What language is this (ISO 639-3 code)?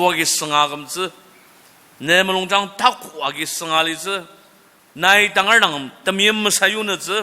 njo